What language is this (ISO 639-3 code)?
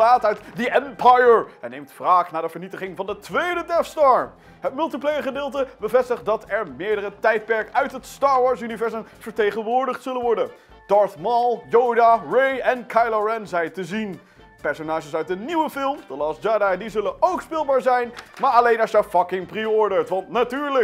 nld